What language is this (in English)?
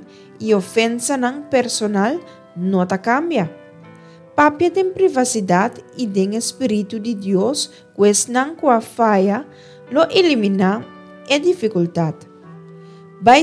Papiamento